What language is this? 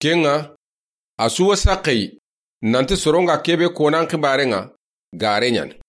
Soninke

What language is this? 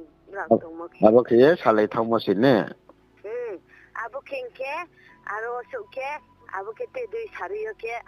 Riang (India)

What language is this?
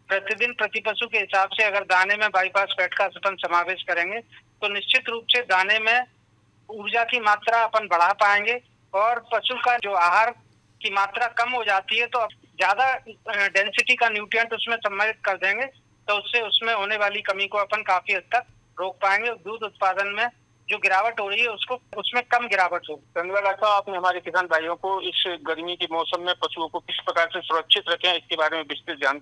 Hindi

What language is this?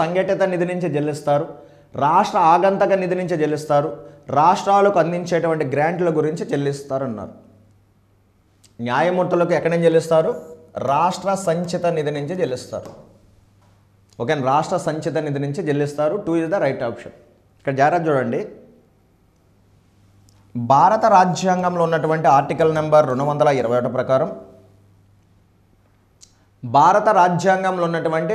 Telugu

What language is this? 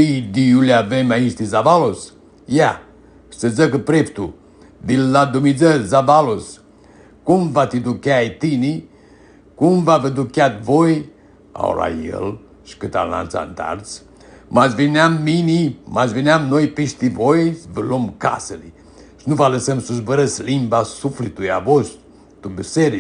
Aromanian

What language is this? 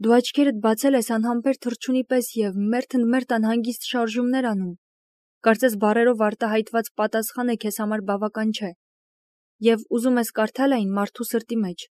Armenian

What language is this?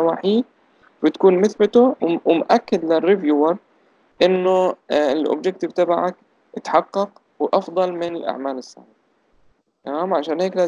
South Levantine Arabic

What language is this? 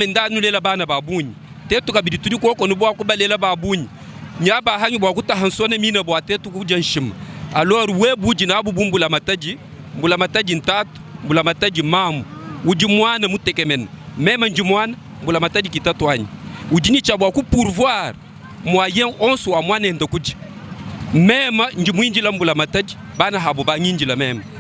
Luba-Lulua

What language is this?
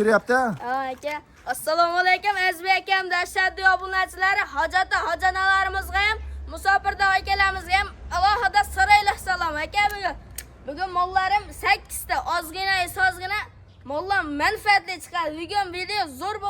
Uzbek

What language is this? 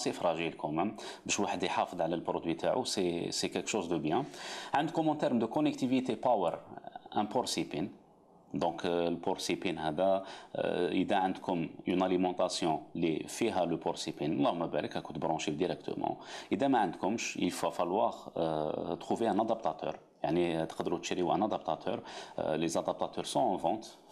Algerian Arabic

